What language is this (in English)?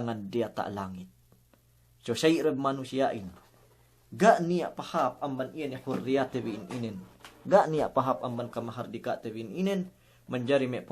Yakan